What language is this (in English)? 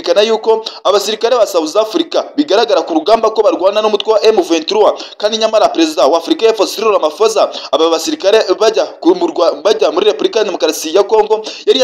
Kinyarwanda